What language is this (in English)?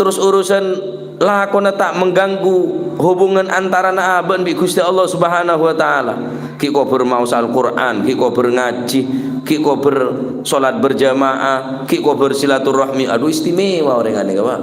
Madurese